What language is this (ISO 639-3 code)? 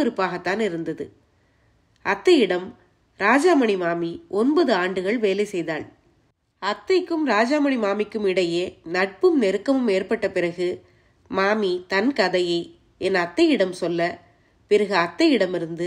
tam